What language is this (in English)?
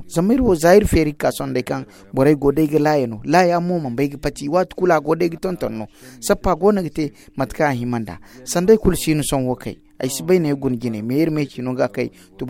Zarma